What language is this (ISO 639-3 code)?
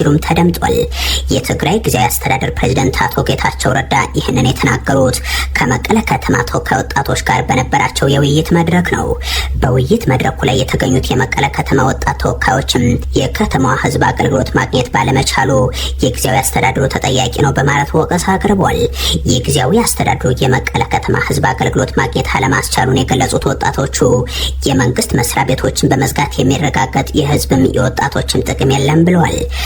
amh